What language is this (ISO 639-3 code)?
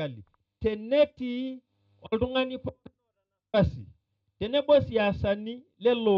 mas